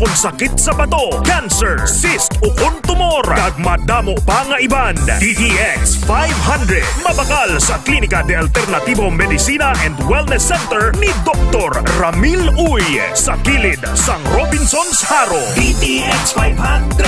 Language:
Hiligaynon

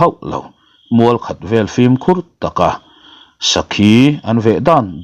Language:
Mizo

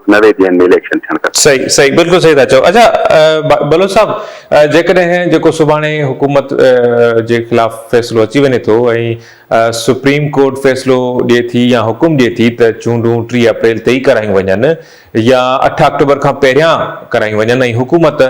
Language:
Sindhi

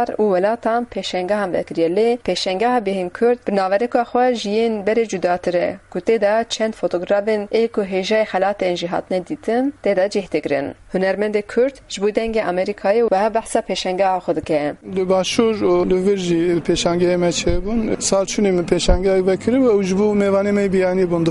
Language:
Kurdish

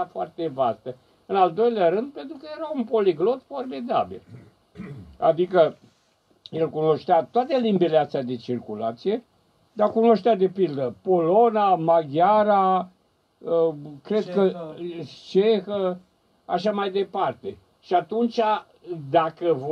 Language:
Romanian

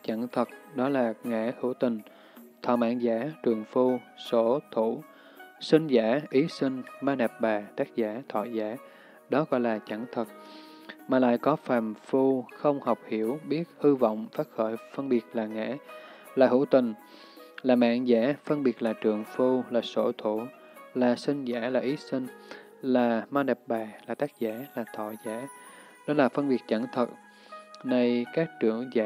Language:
Vietnamese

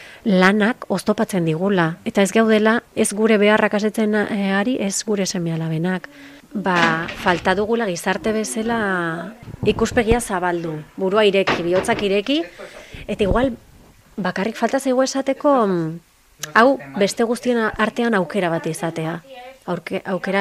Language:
Basque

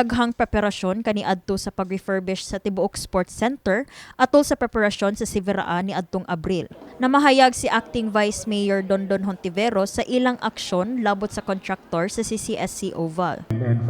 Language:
Cebuano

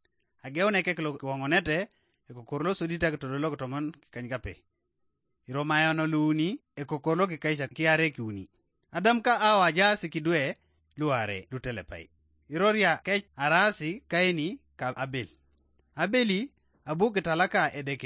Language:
Teso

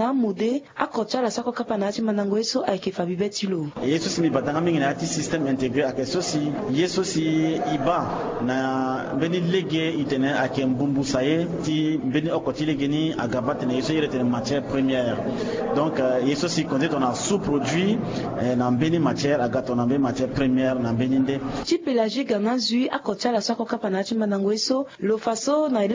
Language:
Sango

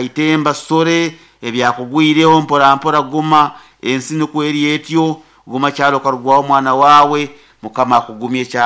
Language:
Nyoro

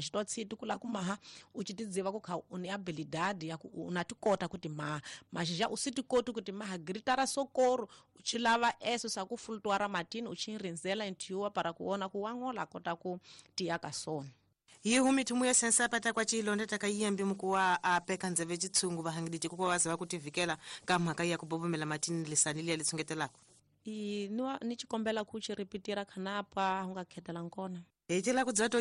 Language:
Tsonga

